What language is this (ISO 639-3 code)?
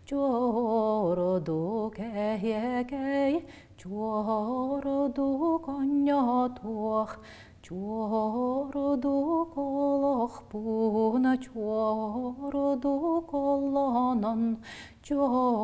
sah